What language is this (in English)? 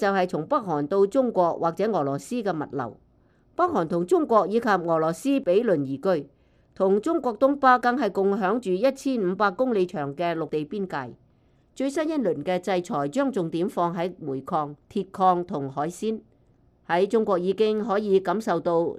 Cantonese